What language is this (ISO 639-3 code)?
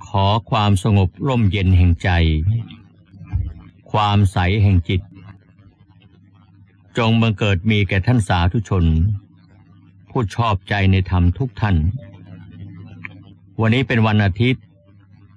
tha